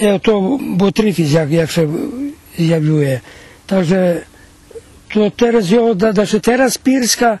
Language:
Rusyn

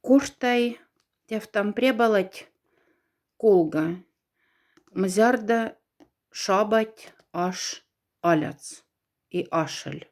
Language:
Moksha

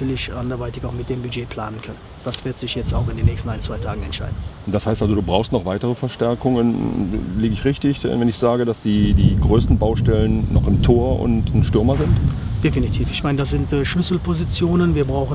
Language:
German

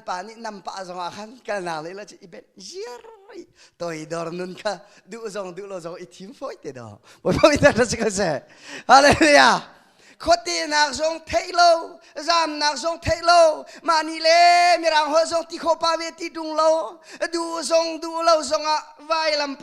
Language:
Hakha Chin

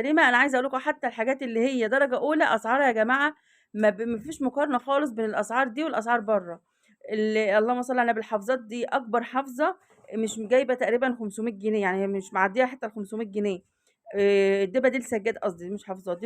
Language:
Egyptian Arabic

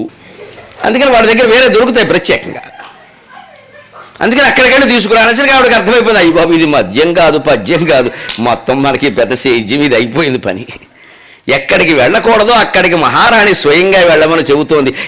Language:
Telugu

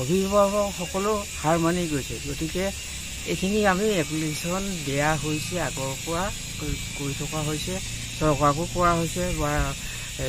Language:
Assamese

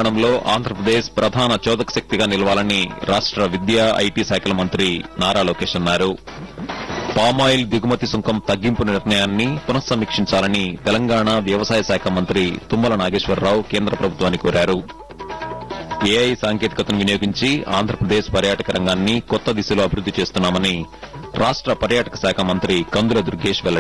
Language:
Telugu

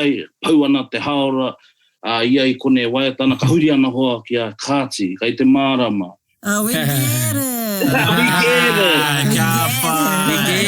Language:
Māori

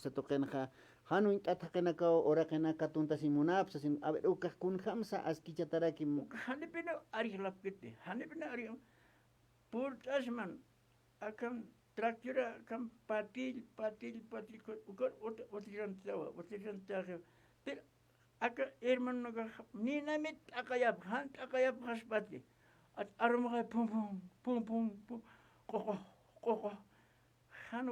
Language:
Aymara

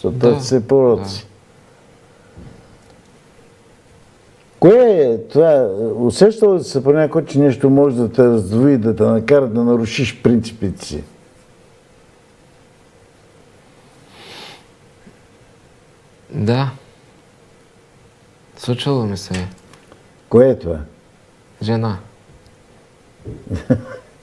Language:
Bulgarian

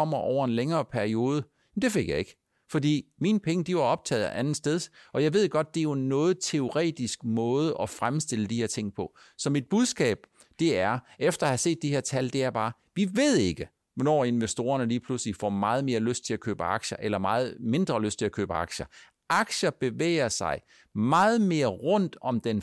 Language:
Danish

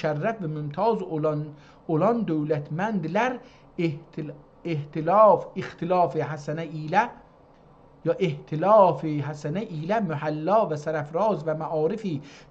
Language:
South Azerbaijani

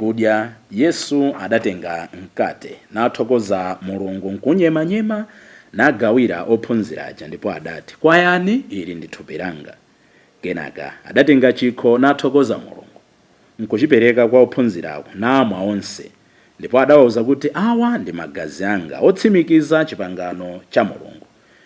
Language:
Nyanja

